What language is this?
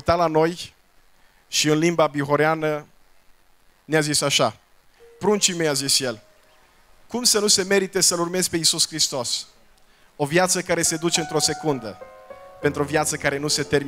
Romanian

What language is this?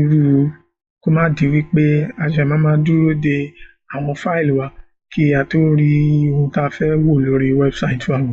Yoruba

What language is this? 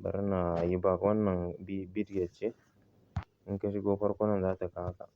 Hausa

